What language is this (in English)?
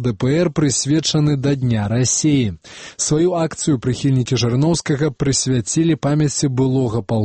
Belarusian